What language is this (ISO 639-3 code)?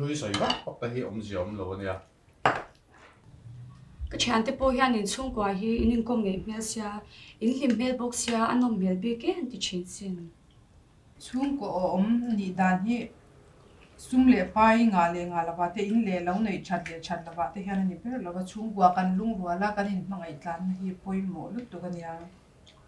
lus